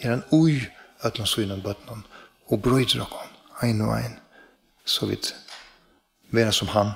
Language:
Faroese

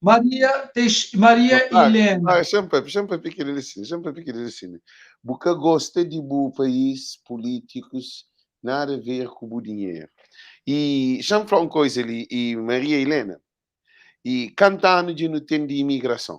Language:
Kabuverdianu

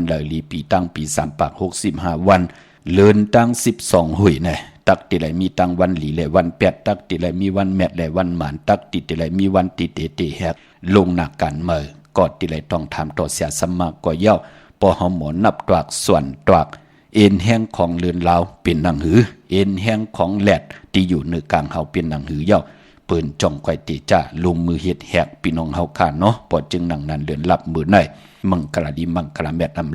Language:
Shan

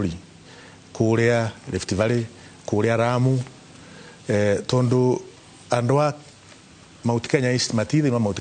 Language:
Kikuyu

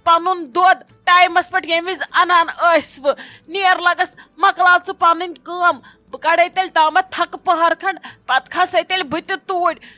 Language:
Kashmiri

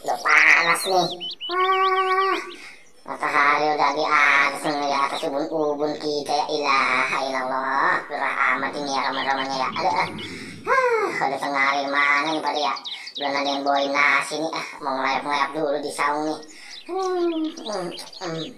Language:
Betawi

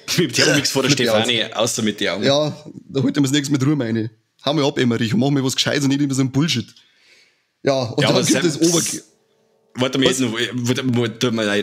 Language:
Bavarian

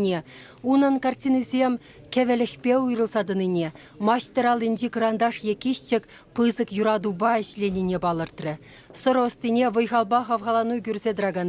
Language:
Chuvash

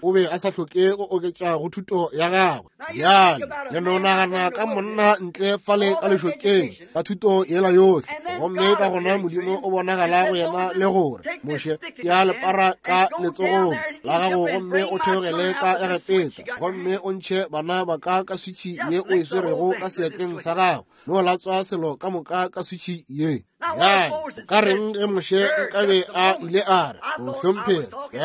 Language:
Northern Sotho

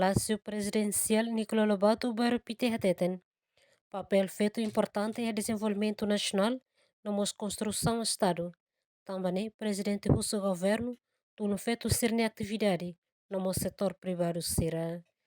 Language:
Tetum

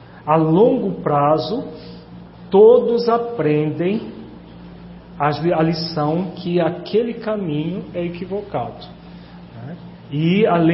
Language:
Portuguese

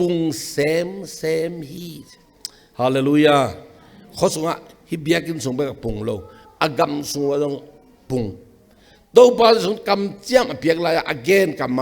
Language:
Tedim Chin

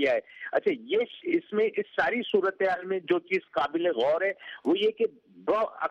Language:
Urdu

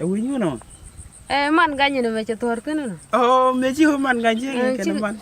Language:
Nuer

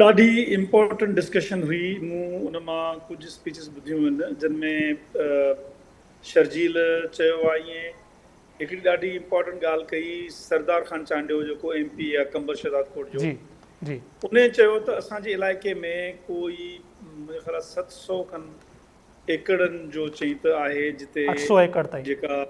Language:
Sindhi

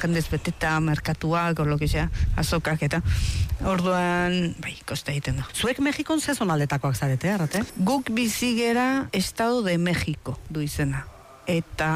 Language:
Basque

